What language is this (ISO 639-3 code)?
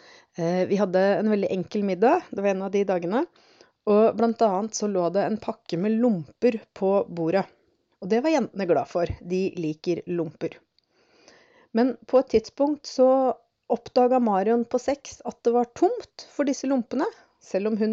nor